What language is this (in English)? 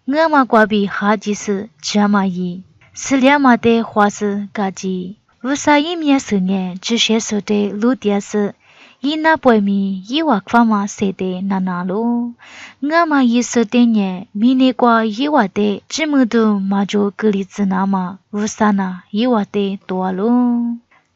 Lisu